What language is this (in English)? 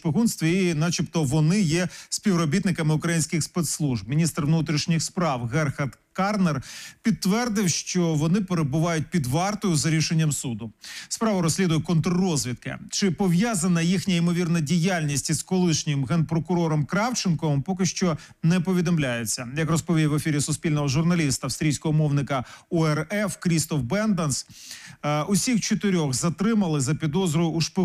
Ukrainian